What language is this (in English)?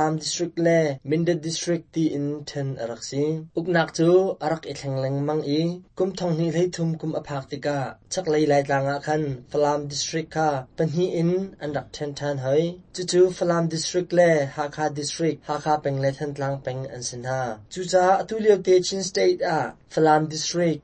Hakha Chin